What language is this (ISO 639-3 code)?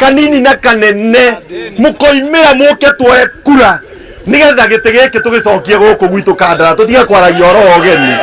kik